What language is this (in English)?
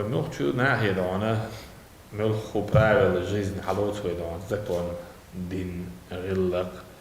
Chechen